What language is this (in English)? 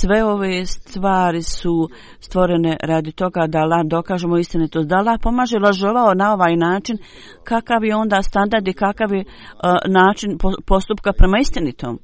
Bosnian